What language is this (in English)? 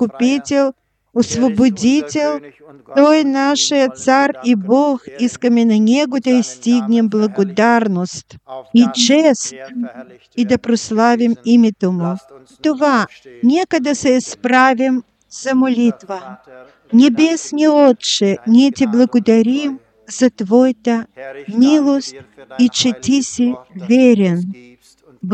Bulgarian